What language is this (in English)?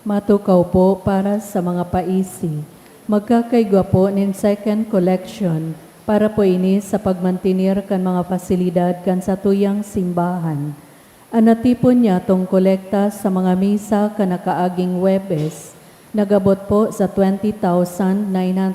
Bikol